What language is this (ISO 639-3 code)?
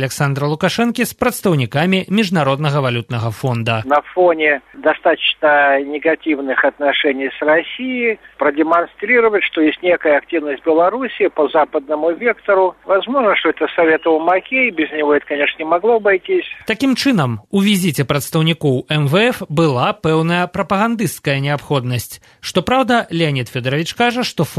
bel